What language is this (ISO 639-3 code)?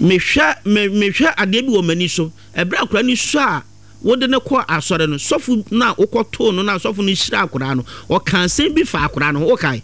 aka